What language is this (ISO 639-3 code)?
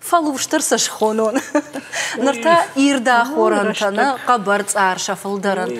oss